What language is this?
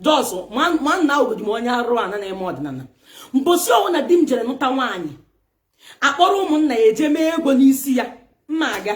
Igbo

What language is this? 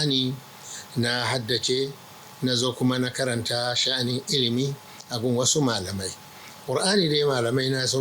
Hausa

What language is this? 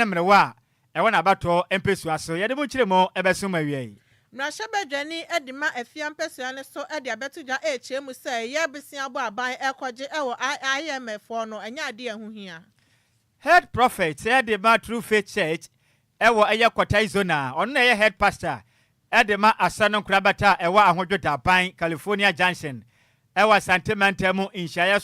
Akan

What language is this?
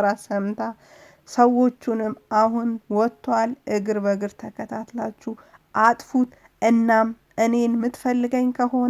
Amharic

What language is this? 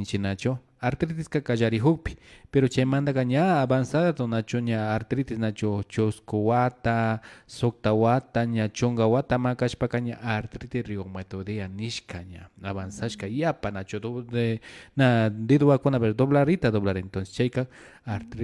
Imbabura Highland Quichua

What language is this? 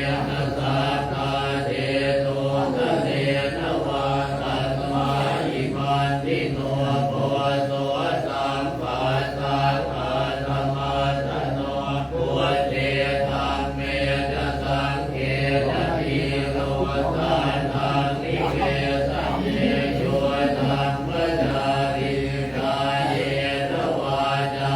Pali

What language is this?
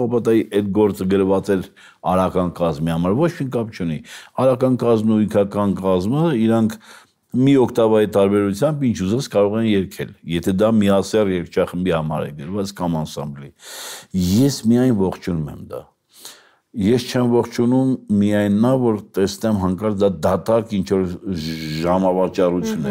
Armenian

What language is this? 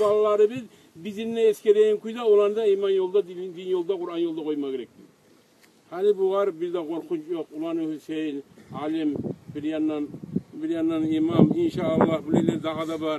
Kumyk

